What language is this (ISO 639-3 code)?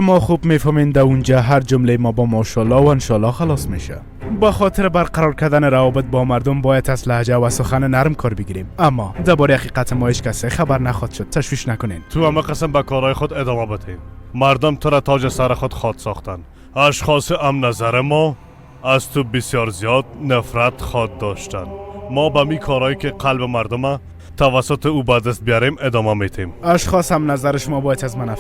fas